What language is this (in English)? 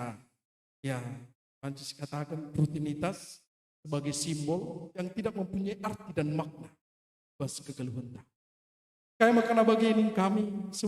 Batak Karo